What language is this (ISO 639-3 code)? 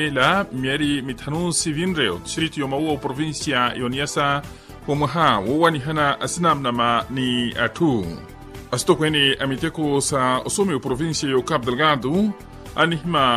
vmw